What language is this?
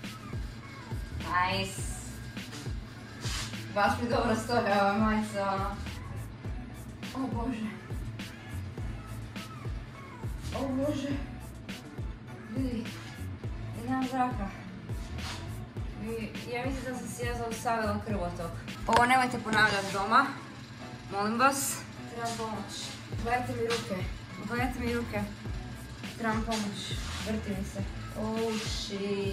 Croatian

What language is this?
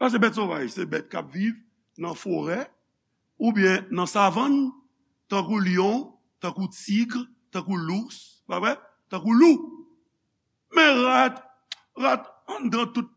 Haitian Creole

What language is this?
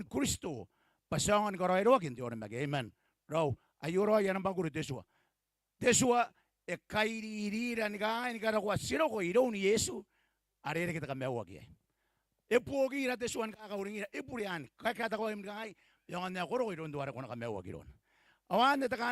Gilbertese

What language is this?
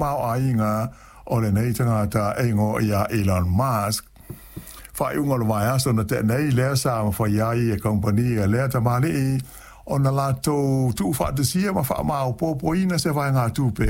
Samoan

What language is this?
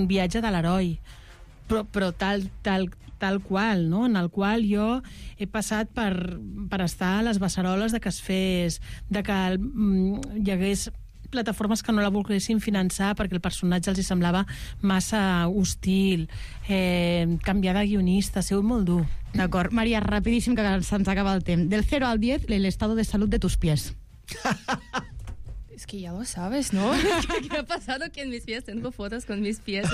Catalan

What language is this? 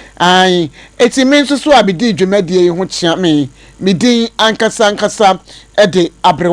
Akan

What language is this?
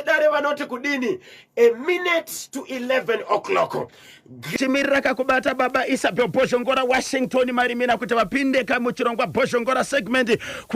Shona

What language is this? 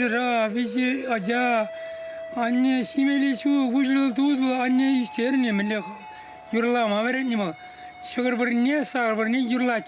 Chuvash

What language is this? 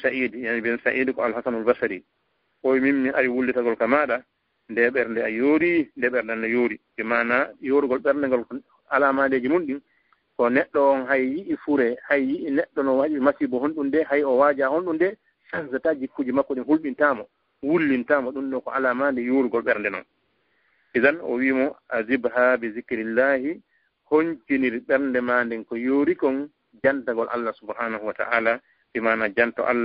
Fula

